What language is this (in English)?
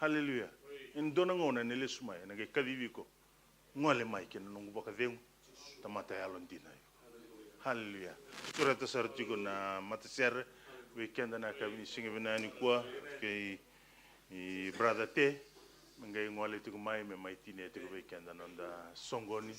Fijian